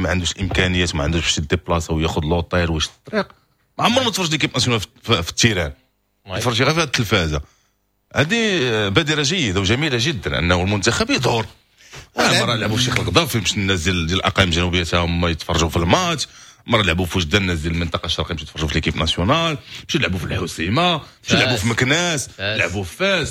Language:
Moroccan Arabic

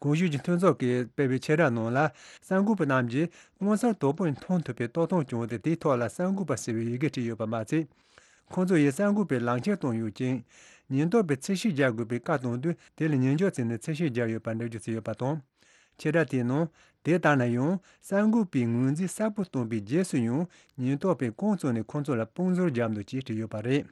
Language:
Tibetan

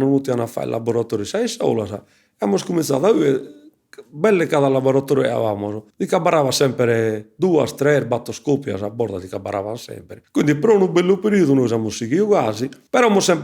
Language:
Sardinian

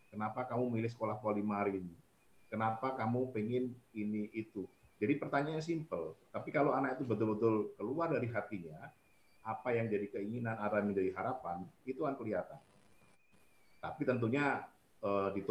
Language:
Indonesian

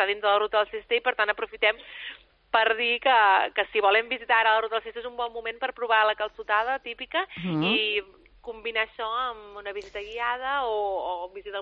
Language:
Catalan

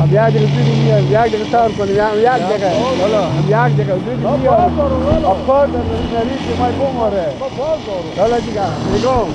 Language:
Persian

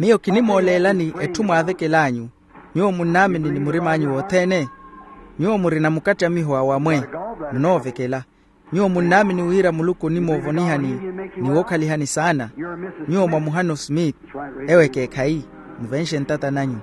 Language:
Makhuwa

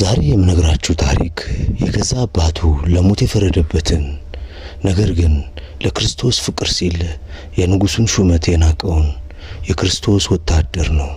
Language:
Amharic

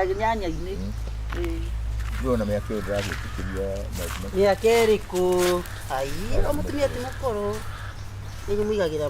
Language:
Kikuyu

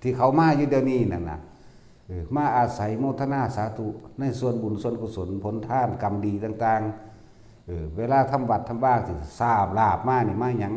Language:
Northeastern Thai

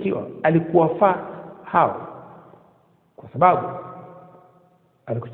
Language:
Swahili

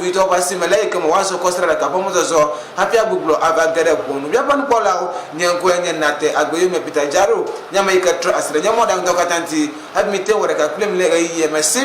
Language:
Ewe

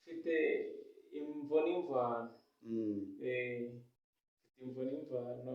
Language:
Kinyarwanda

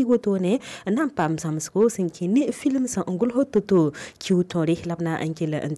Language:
Mossi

